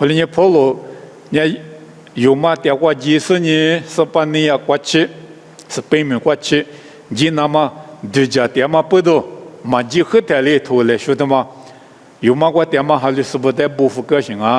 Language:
Lisu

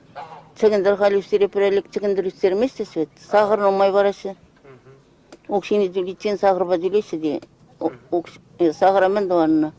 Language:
Chuvash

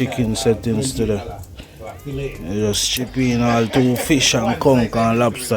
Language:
Jamaican Creole English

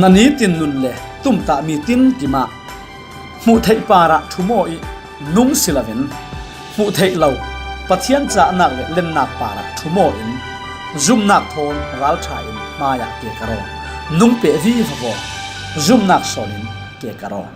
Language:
Falam Chin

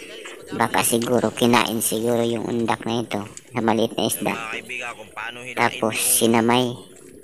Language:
Filipino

